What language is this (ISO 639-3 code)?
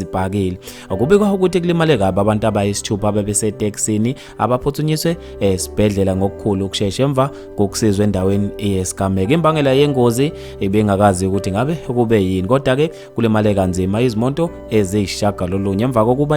zul